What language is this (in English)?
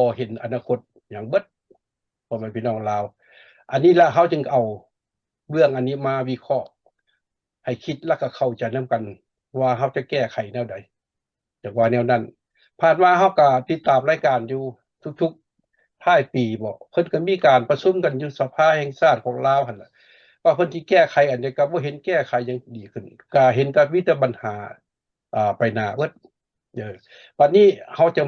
Lao